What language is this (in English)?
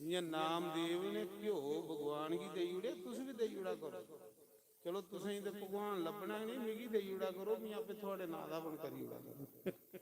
Dogri